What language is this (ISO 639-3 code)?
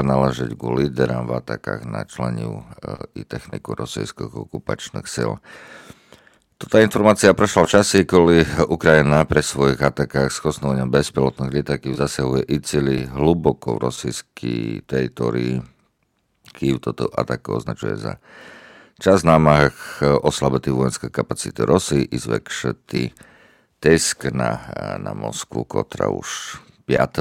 rue